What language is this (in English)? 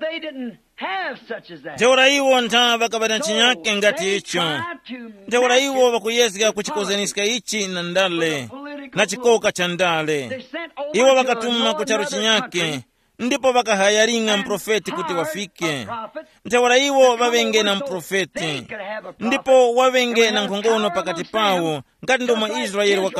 Tumbuka